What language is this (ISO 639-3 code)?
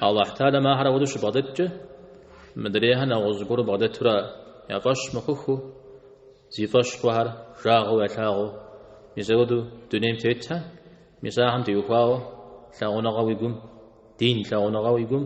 kbd